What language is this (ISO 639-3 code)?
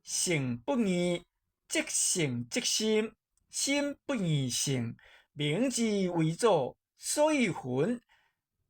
nan